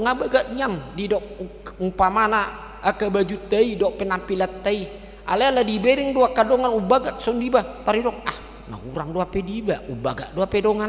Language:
Batak Toba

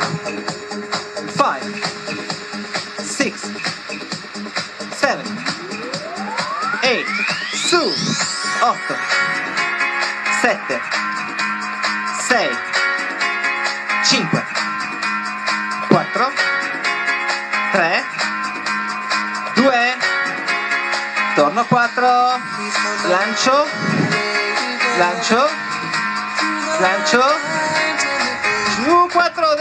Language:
Italian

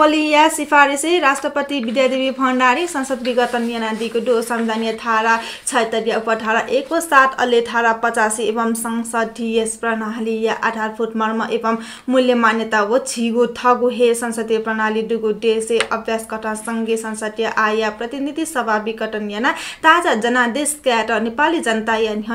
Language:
Newari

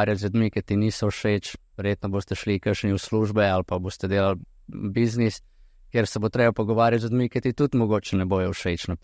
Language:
Slovenian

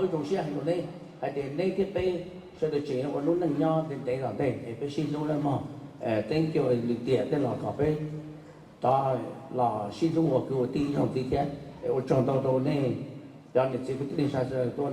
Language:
Hmong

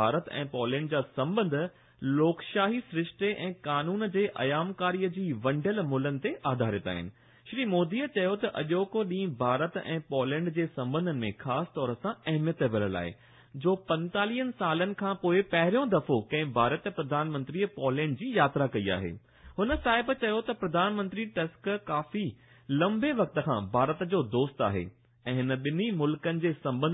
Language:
Sindhi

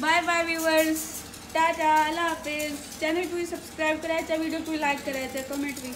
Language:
Saraiki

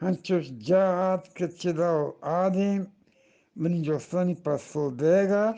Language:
Eastern Balochi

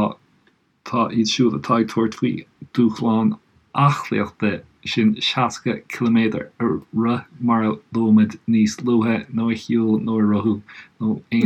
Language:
Irish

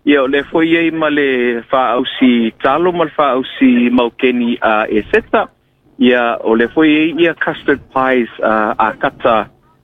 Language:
Samoan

